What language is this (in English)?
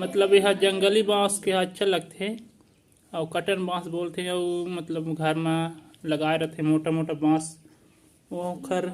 Chhattisgarhi